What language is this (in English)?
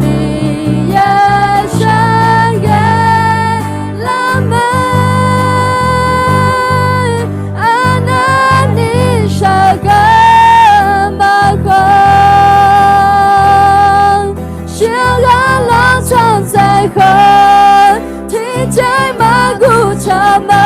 Akha